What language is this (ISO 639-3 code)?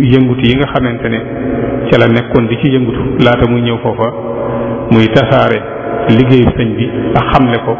wol